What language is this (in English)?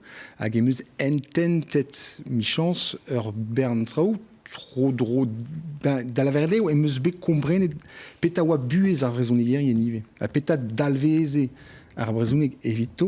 Breton